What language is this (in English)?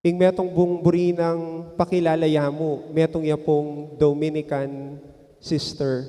Pampanga